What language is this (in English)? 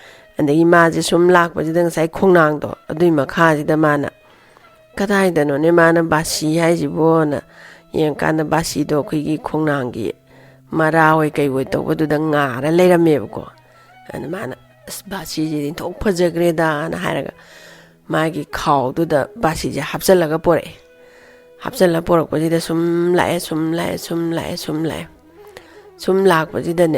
Manipuri